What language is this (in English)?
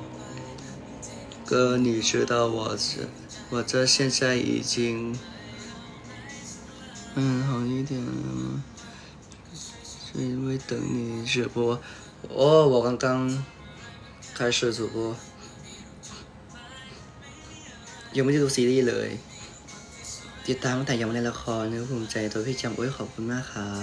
Thai